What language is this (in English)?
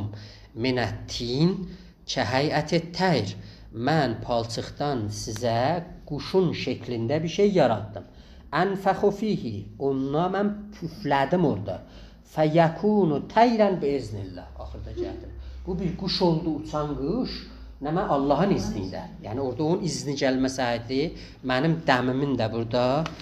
South Azerbaijani